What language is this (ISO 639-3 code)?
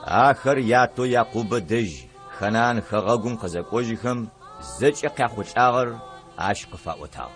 ady